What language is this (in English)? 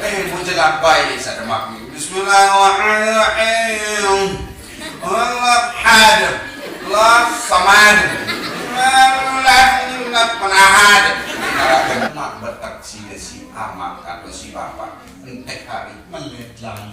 Sasak